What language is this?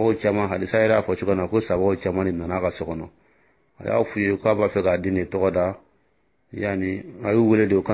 Dyula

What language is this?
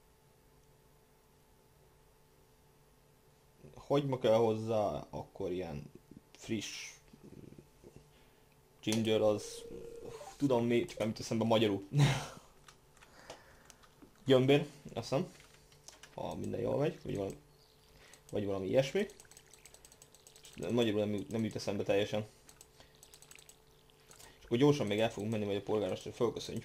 Hungarian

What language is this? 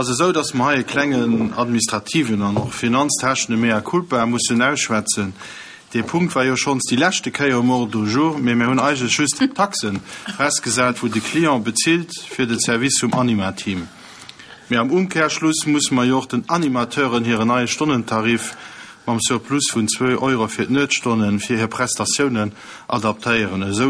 Luxembourgish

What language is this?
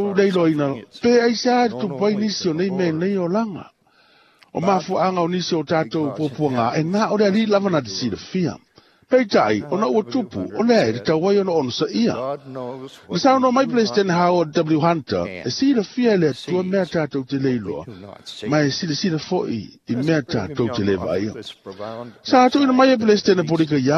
Samoan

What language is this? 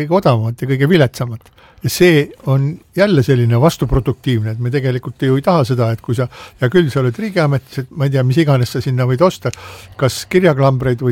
Estonian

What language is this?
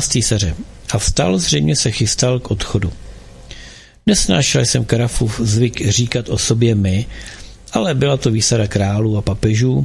Czech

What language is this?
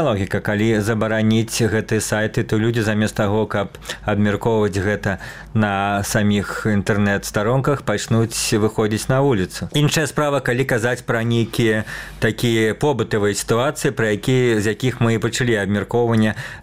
Belarusian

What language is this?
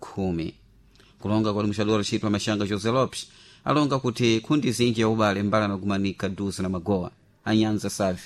Sena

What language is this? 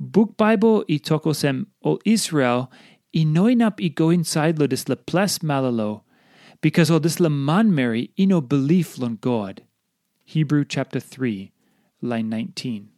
Tok Pisin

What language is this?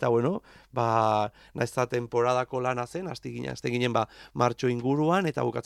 Basque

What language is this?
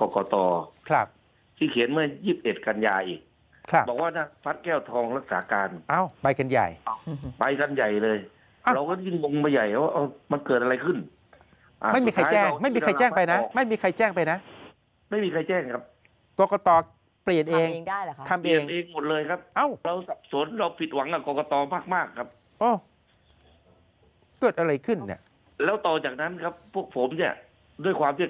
Thai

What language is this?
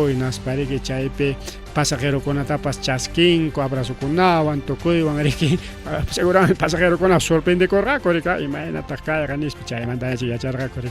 Ayacucho Quechua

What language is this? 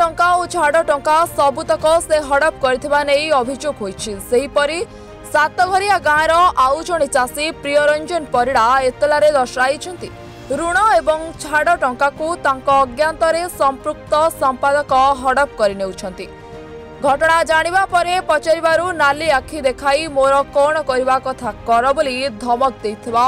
Odia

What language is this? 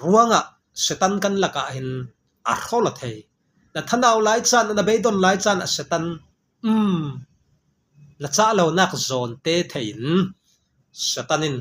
Falam Chin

